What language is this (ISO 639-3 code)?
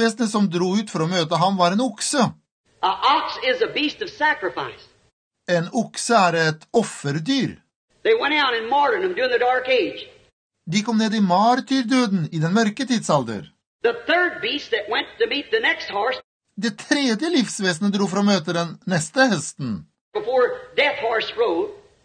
nor